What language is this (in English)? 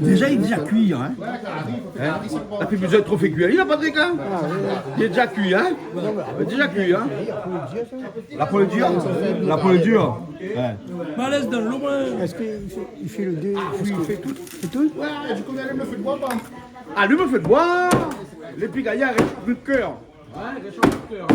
Réunion Creole French